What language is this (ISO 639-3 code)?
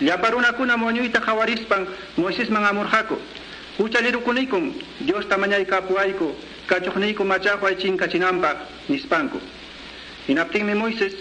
que